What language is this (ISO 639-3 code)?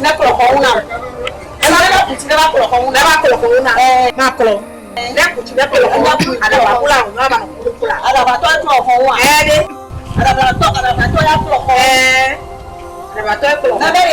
ewe